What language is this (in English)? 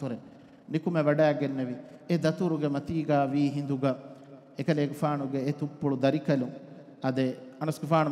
Divehi